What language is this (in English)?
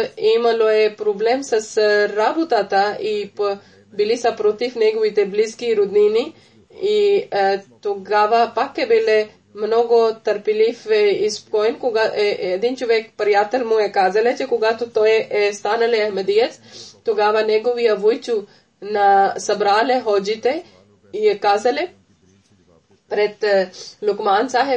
Bulgarian